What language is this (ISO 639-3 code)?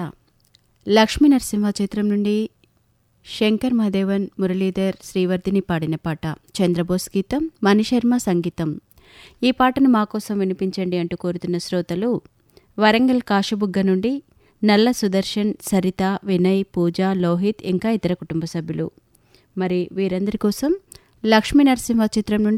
tel